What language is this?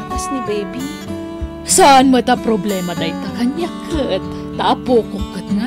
Iloko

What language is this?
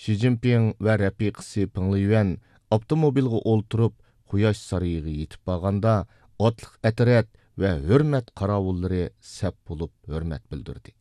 Uyghur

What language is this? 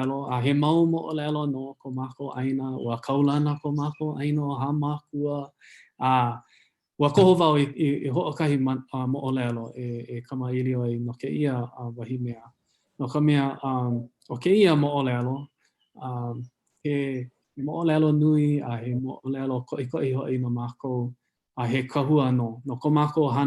Hawaiian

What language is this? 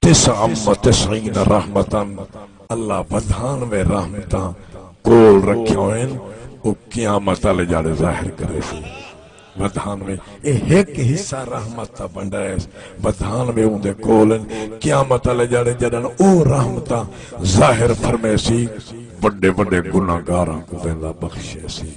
Saraiki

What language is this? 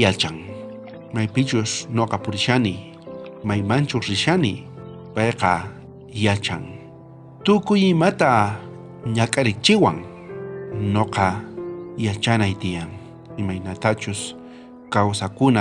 South Bolivian Quechua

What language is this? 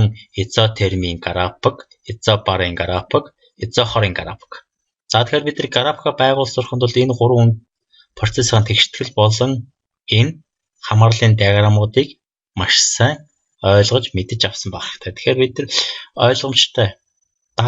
Mongolian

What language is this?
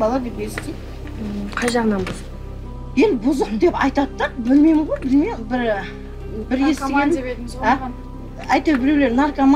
Kazakh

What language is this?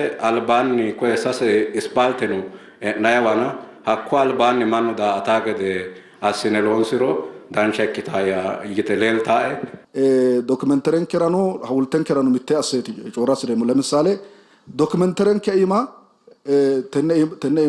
Sidamo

